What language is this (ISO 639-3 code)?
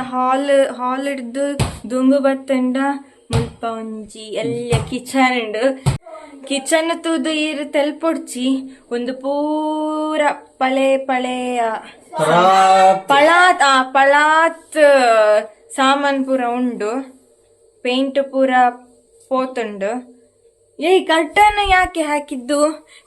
tcy